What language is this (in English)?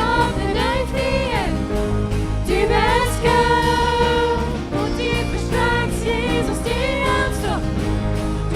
Plautdietsch